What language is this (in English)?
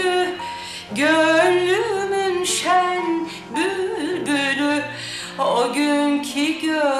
Turkish